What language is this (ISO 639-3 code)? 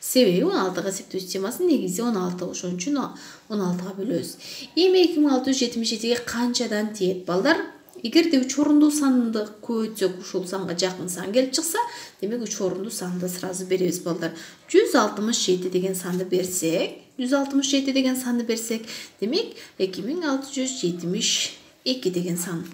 kir